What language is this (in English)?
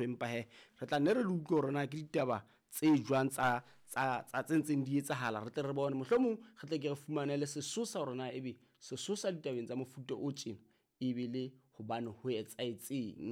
Southern Sotho